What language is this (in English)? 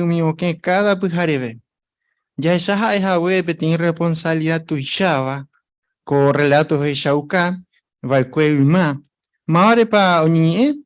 Guarani